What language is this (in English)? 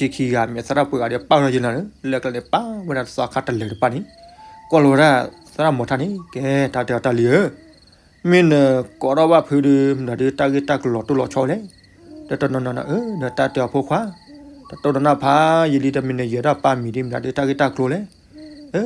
S'gaw Karen